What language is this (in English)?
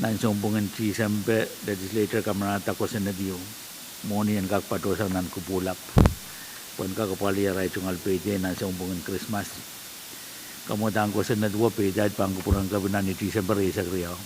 Pohnpeian